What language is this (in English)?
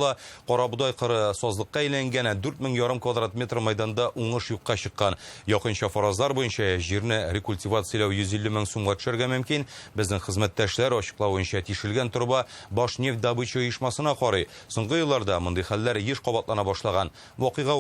Tatar